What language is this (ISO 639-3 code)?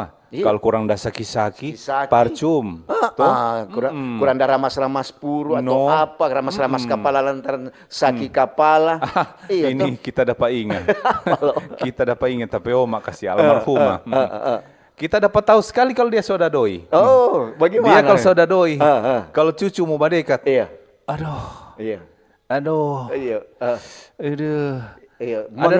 xmm